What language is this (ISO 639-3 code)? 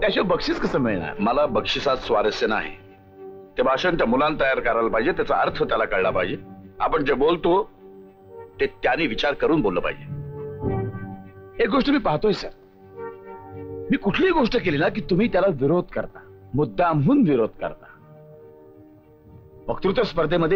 mar